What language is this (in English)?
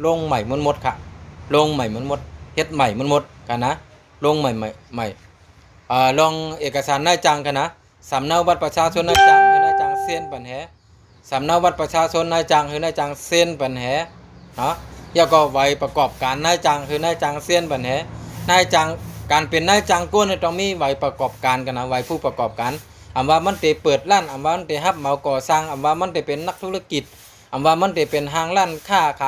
Shan